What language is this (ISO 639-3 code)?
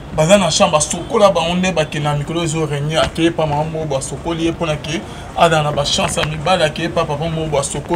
lin